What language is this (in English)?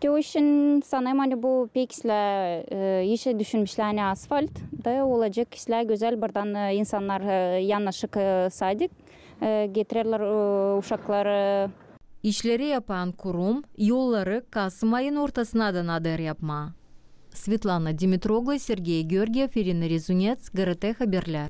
Gagauz